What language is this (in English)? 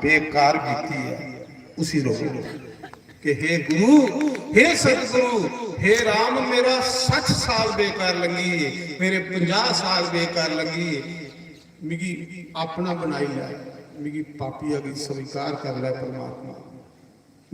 Dogri